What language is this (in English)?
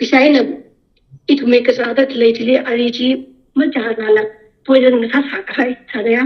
Tangkhul Naga (India)